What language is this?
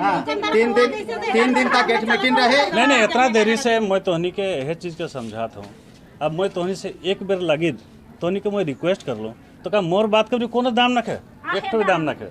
Sadri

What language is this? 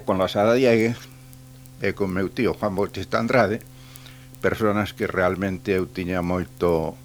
Galician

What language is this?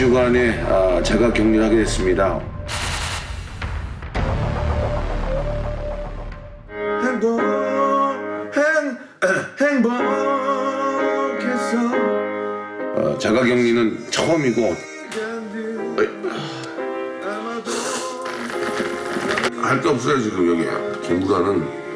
Korean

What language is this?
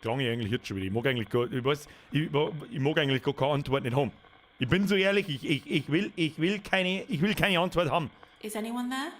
Bavarian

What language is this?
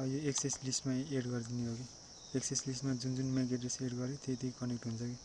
Nepali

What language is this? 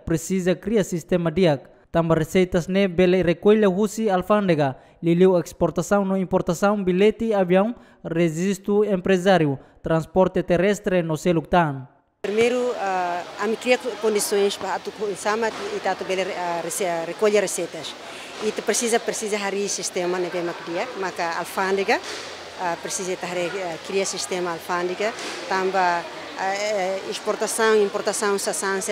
Tetum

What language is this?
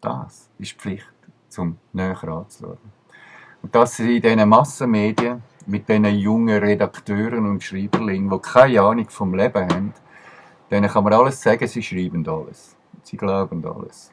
Swiss German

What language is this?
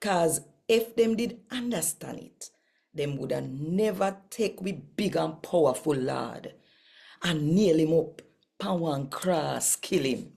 Jamaican Creole English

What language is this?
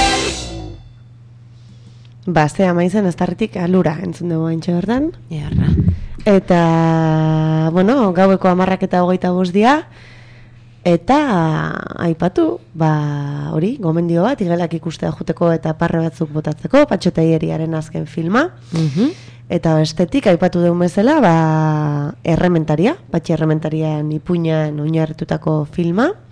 Basque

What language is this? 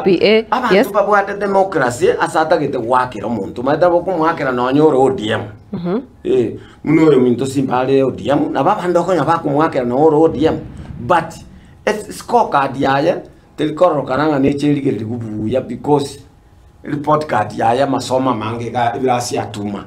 Gusii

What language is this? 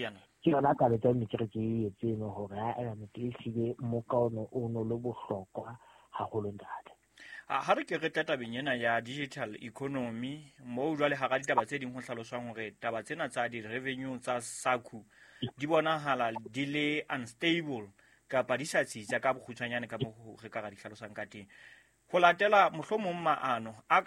Southern Sotho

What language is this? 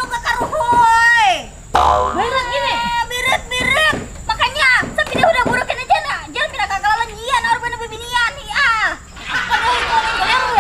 Banjar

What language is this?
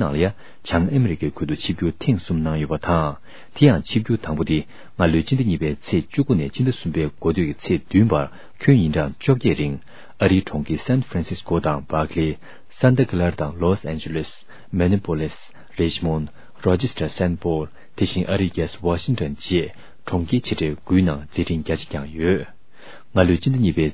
Tibetan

